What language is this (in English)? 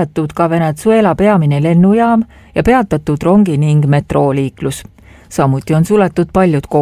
Estonian